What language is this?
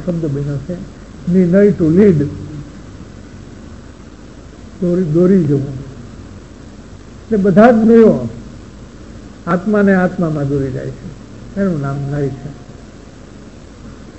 Gujarati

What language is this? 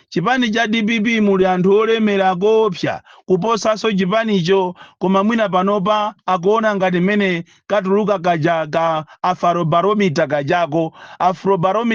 Nyanja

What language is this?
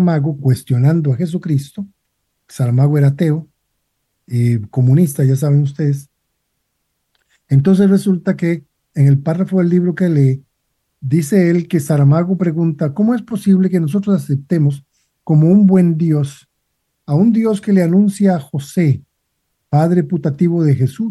Spanish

